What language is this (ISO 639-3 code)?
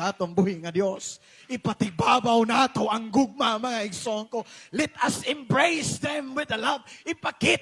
ceb